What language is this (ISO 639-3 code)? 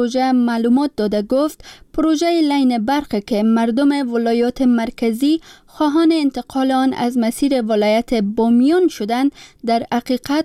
fas